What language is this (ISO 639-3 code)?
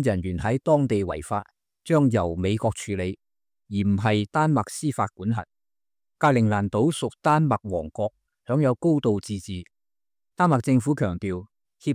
yue